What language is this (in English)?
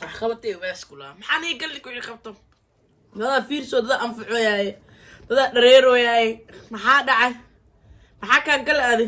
Somali